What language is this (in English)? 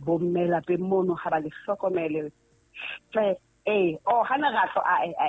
Southern Sotho